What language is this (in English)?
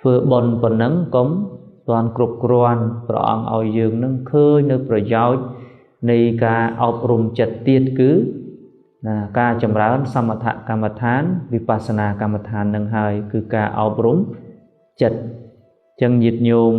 Khmer